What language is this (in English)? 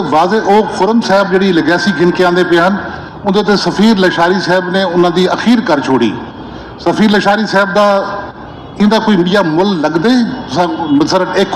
Saraiki